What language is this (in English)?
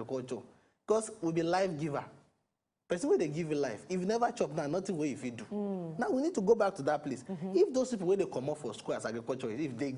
Nigerian Pidgin